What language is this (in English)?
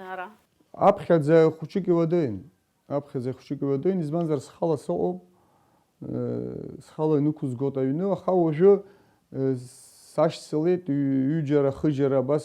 Abkhazian